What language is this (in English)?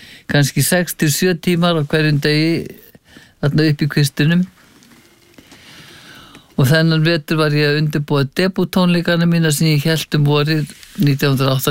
Icelandic